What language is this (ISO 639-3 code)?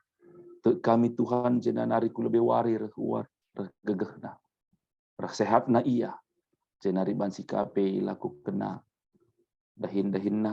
btx